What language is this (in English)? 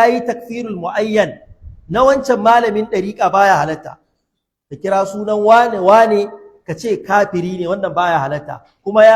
Hausa